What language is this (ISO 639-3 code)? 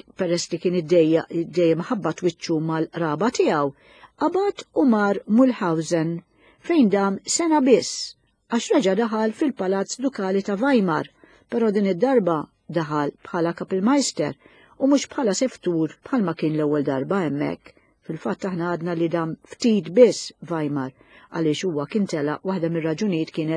mlt